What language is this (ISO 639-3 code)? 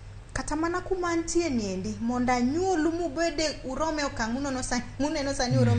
luo